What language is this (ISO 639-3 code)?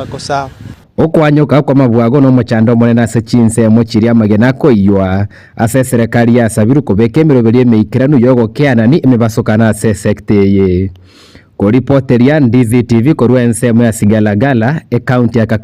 guz